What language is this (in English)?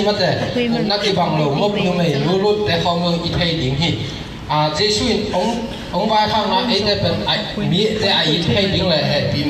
Tedim Chin